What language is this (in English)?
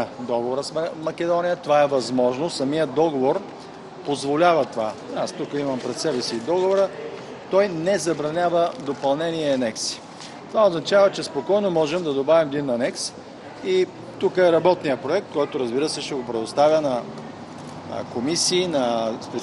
Bulgarian